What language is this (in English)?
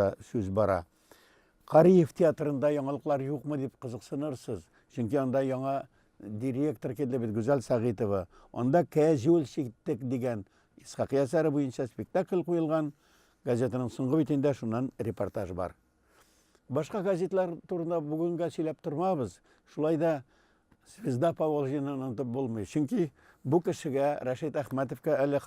Tatar